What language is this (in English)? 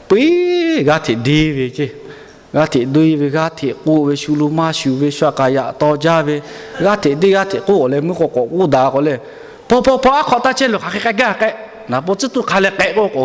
Lahu